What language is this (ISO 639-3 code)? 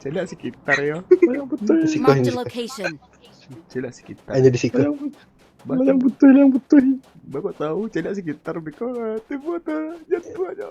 min